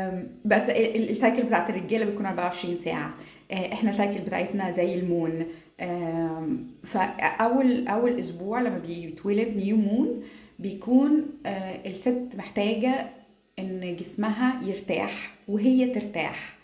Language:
Egyptian Arabic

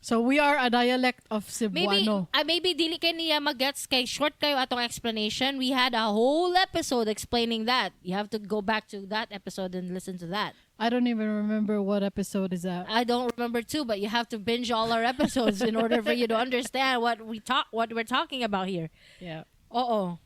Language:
Cebuano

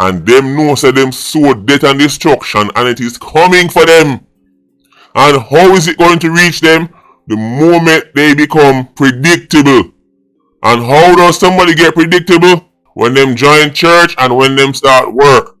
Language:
Jamaican Creole English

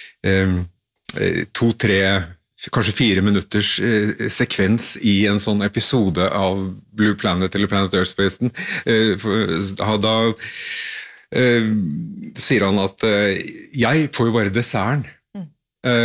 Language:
Norwegian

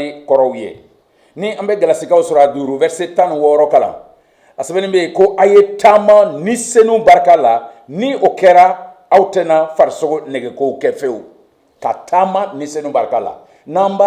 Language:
Bambara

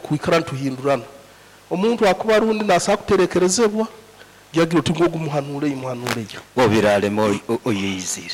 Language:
Nyoro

